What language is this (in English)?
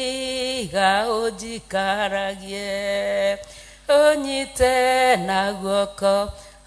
Kikuyu